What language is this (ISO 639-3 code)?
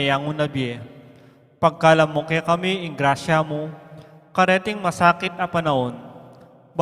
pam